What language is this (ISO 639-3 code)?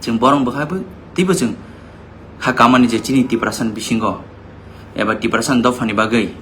trp